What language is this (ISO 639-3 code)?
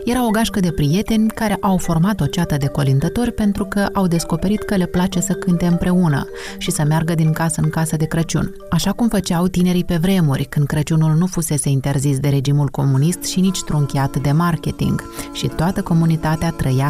ron